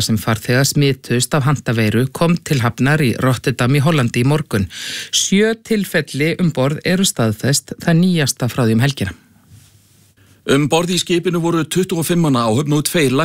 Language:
Icelandic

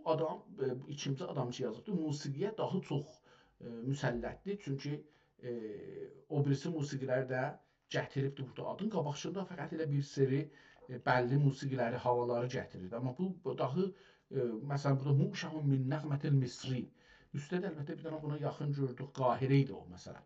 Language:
South Azerbaijani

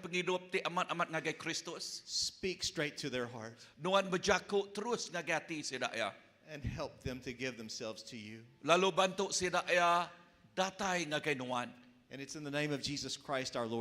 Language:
Iban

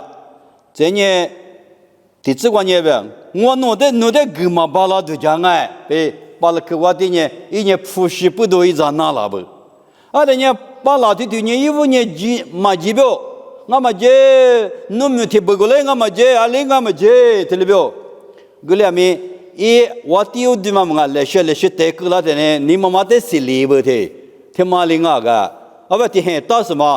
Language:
Lisu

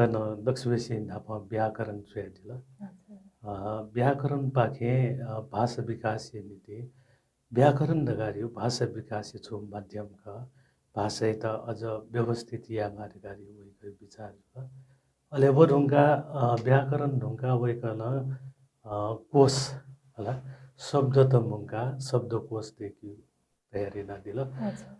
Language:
Newari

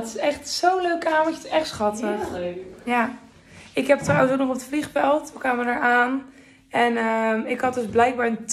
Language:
Dutch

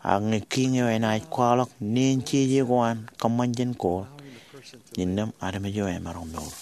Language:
Marshallese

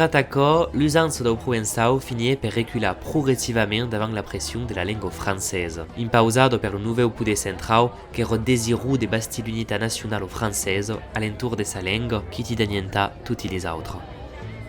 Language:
Occitan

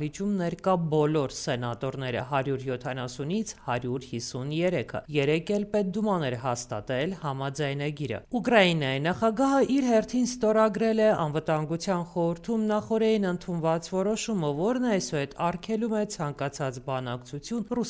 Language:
Armenian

